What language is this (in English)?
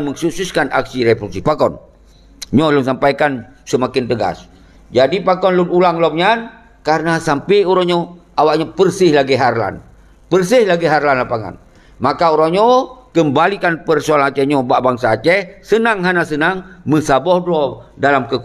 Achinese